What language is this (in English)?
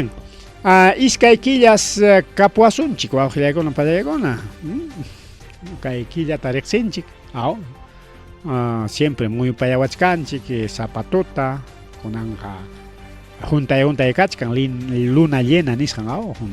Ayacucho Quechua